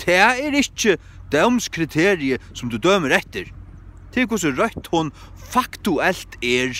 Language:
Faroese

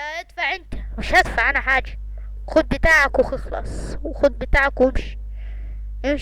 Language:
Egyptian Arabic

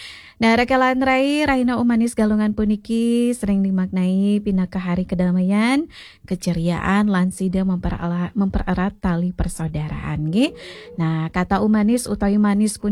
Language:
Balinese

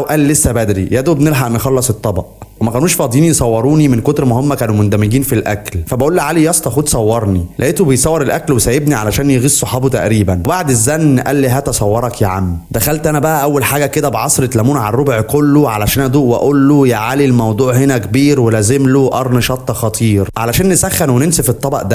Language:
Egyptian Arabic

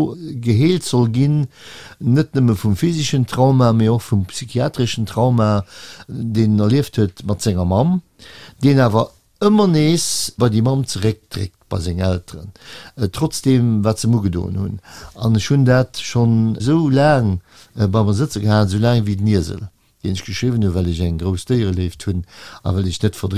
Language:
Luxembourgish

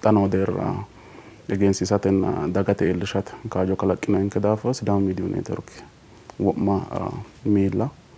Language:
Sidamo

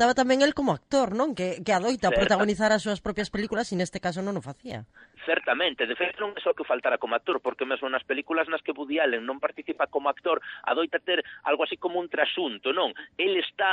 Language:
Galician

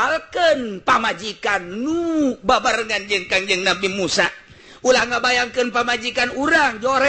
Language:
Sundanese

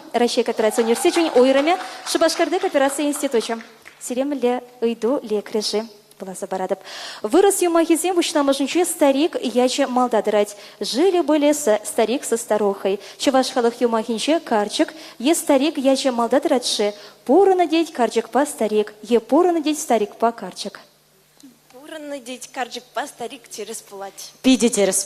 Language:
Chuvash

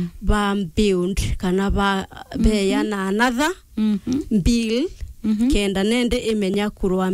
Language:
Meru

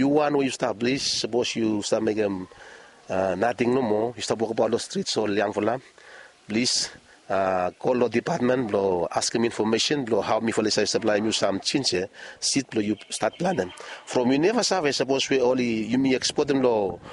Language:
Bislama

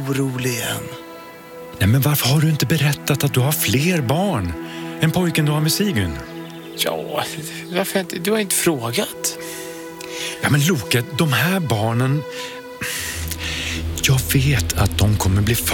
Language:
Swedish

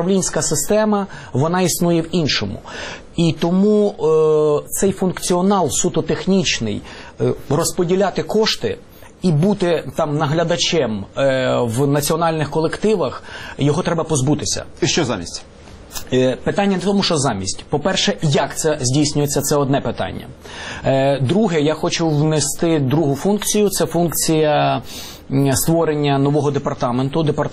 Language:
Ukrainian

